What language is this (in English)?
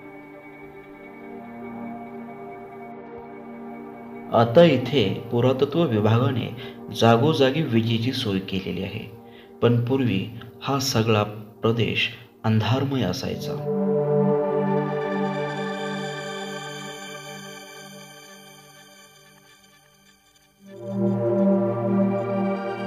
Marathi